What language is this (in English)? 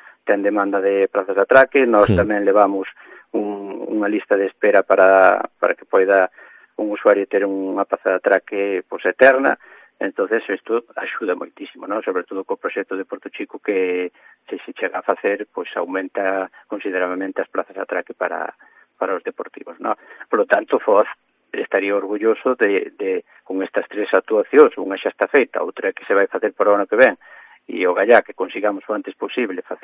Galician